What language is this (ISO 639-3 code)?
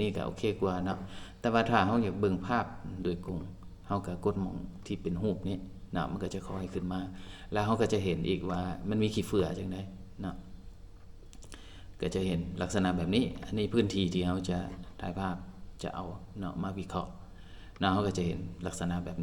lao